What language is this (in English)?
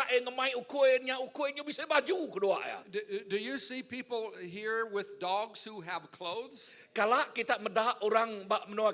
Iban